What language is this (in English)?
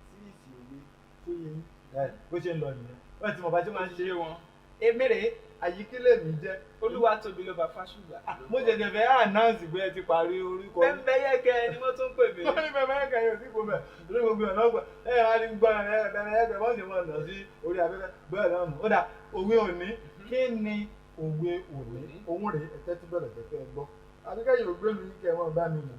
Yoruba